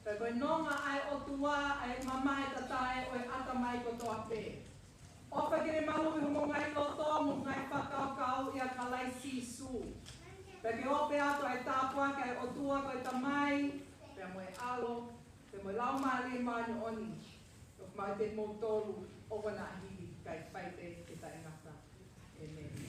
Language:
Tongan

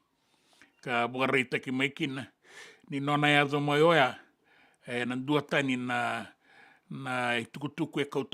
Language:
Fijian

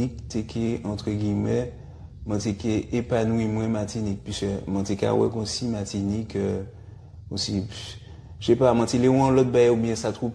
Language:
Guadeloupean Creole French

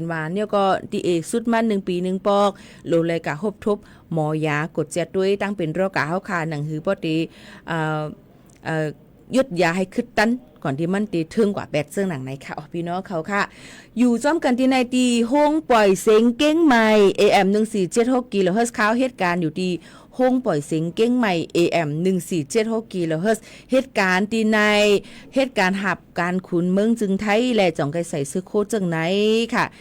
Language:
Shan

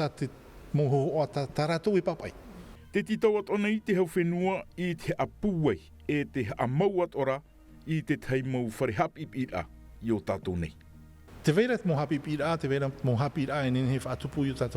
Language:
Tahitian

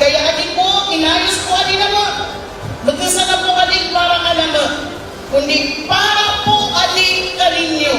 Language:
Bikol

